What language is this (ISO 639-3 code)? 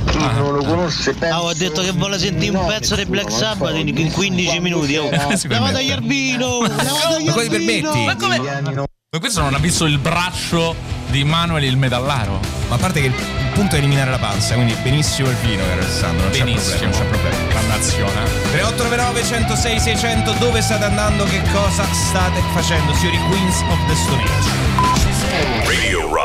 ita